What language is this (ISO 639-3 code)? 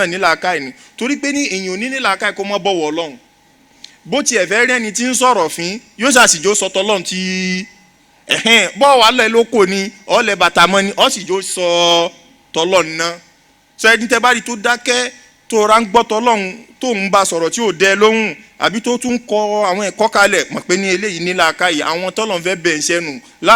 yor